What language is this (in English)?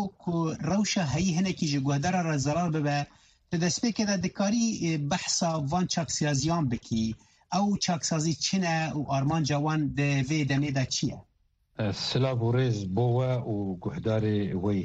Kurdish